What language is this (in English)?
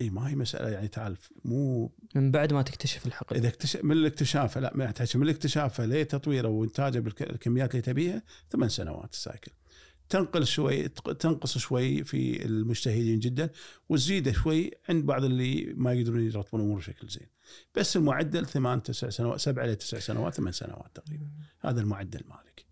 Gulf Arabic